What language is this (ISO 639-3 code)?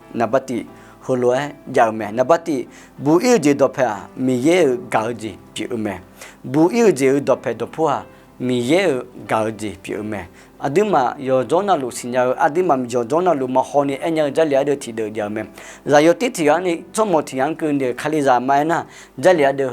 ahk